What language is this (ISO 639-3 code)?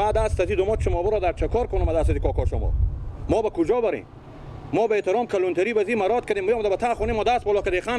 fas